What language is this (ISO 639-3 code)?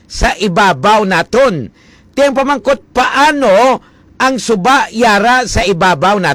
hil